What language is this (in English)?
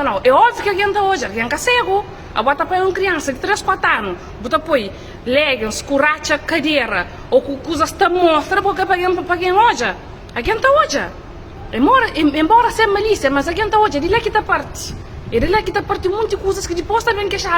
Kabuverdianu